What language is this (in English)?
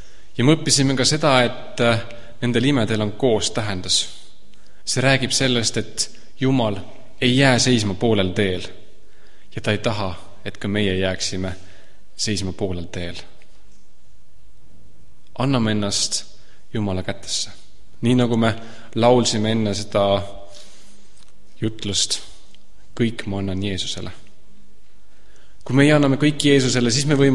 Estonian